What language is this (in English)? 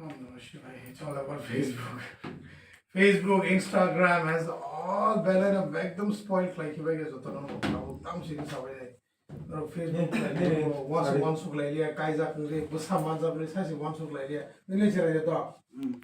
Kok Borok